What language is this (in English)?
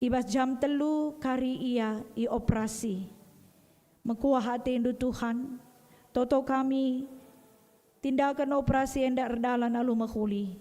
Batak Karo